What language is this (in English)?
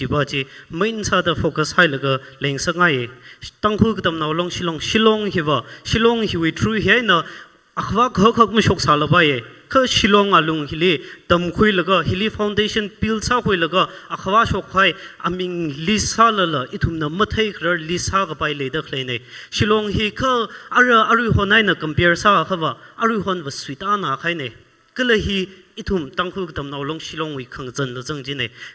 Tangkhul Naga (India)